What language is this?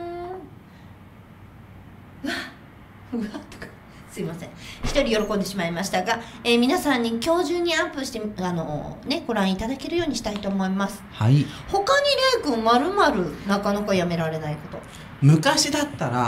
Japanese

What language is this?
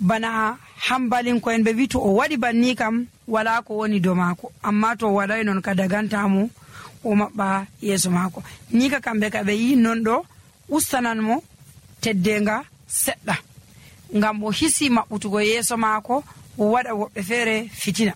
Nigerian Fulfulde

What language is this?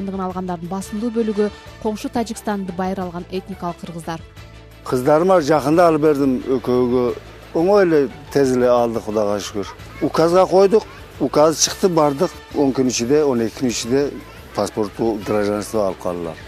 Kyrgyz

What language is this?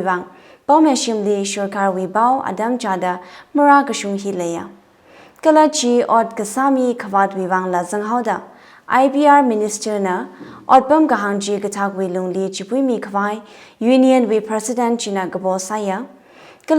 Tangkhul Naga (India)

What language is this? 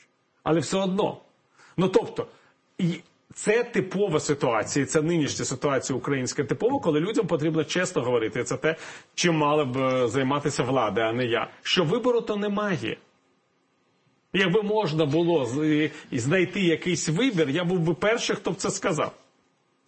Ukrainian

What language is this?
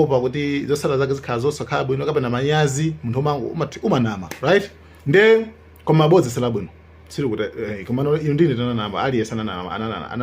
Nyanja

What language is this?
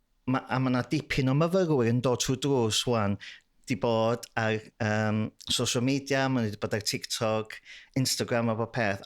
Welsh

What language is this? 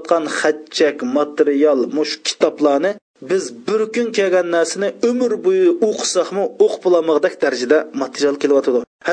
Uyghur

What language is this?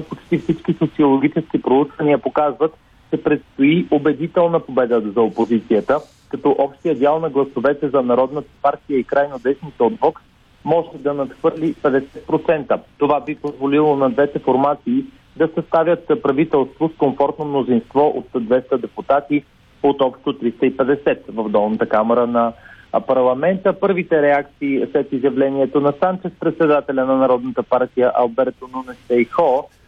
Bulgarian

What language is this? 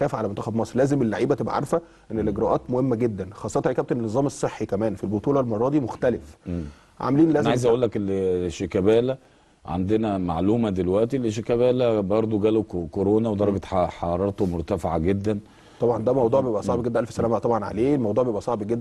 Egyptian Arabic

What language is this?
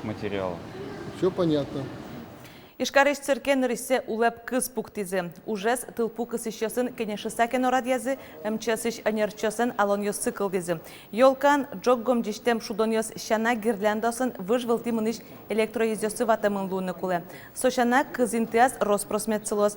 Udmurt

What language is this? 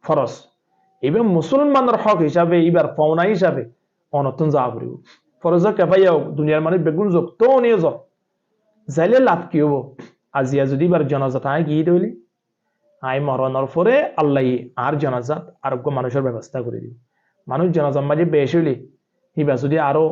Rohingya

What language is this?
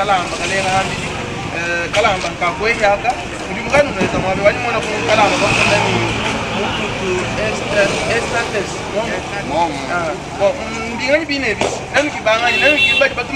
Luba-Lulua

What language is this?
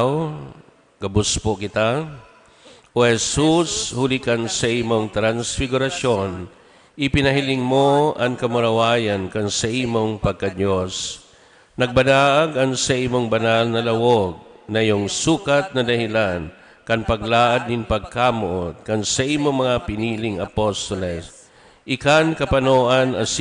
Bikol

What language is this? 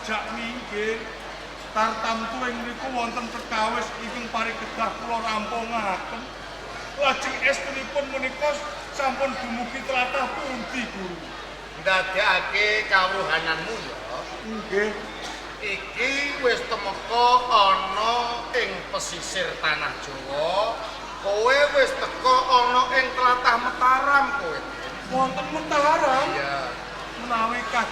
Javanese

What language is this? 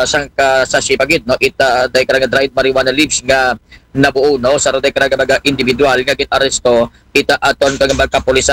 Aklanon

